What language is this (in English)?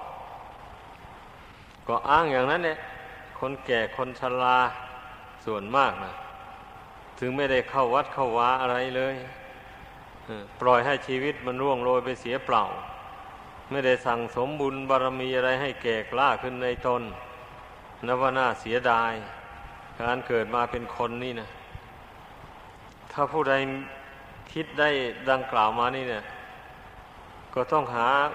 Thai